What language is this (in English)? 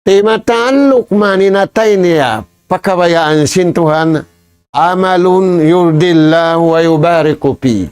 Tausug